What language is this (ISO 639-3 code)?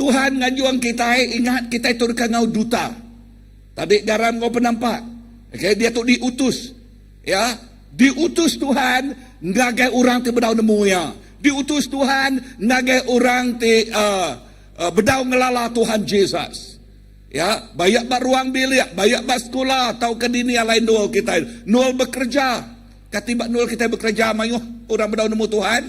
iba